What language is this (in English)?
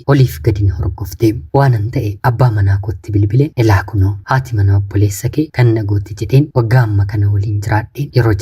Oromo